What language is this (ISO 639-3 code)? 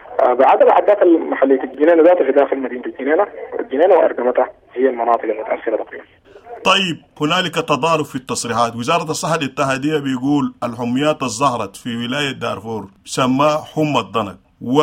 apd